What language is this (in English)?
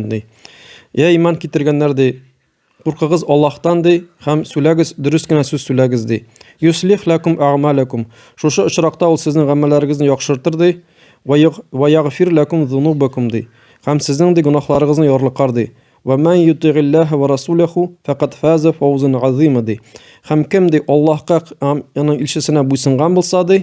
Tatar